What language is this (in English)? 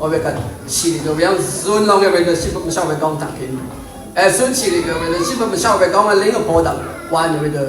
Rawang